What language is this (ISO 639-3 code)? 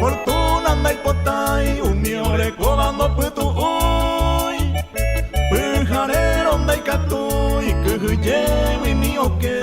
grn